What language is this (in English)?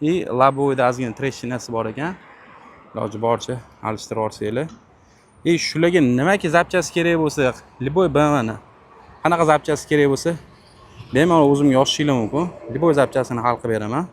Uzbek